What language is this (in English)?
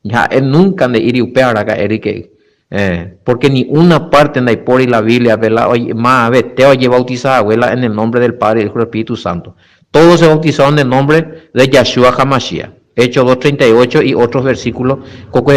Guarani